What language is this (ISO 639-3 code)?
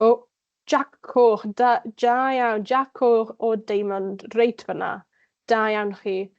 cym